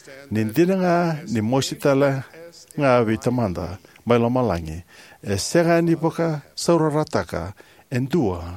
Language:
Fijian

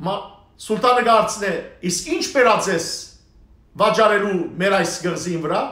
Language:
Western Armenian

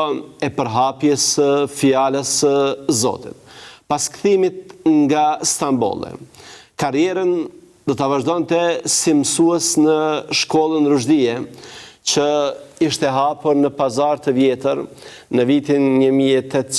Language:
Albanian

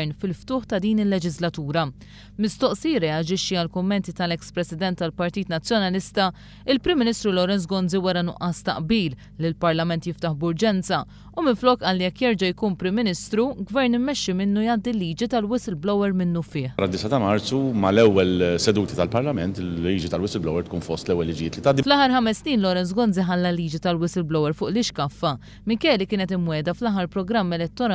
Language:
Maltese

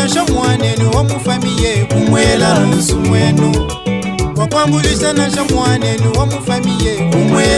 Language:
Luba-Lulua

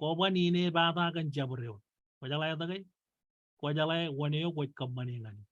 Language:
Marshallese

